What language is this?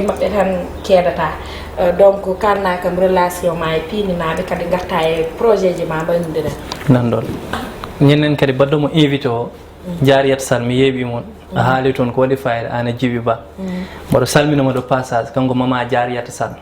Fula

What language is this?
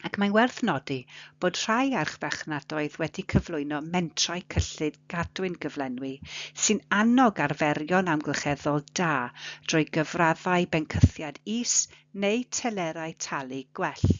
Welsh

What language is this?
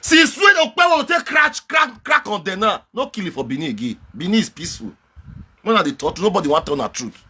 Nigerian Pidgin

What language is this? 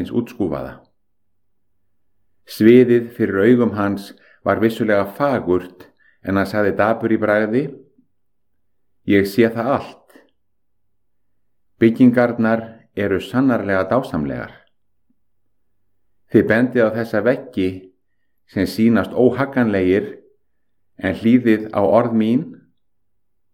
Icelandic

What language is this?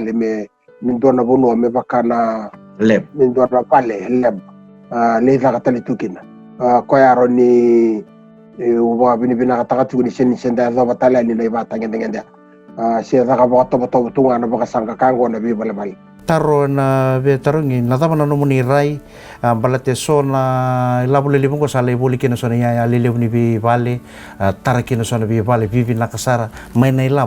Fijian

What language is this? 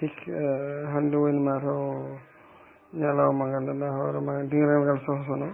Fula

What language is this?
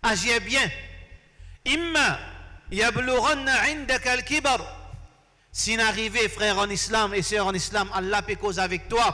Morisyen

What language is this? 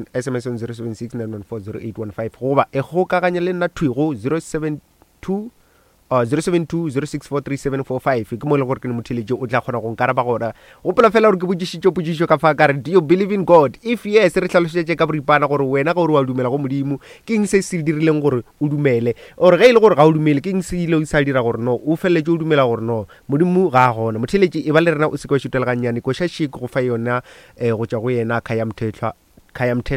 Northern Sotho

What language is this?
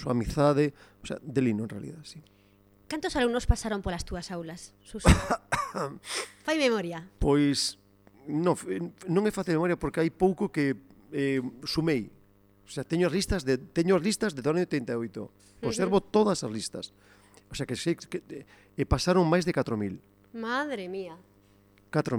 Galician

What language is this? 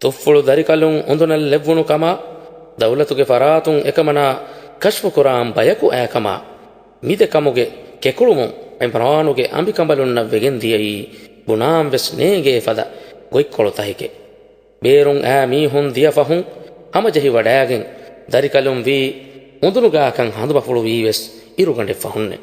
Divehi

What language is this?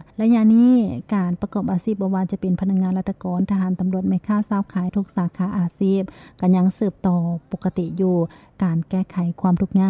Lao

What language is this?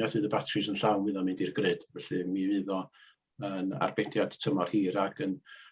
Welsh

